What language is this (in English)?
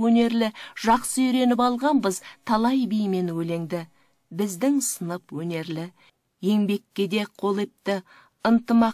Kazakh